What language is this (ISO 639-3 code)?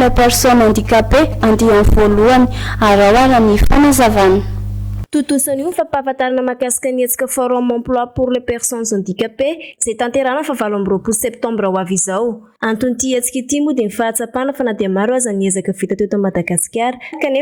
mlg